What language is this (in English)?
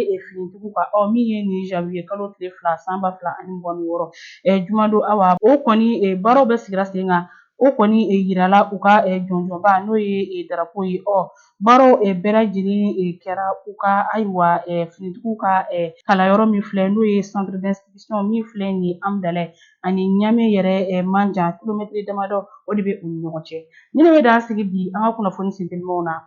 Bambara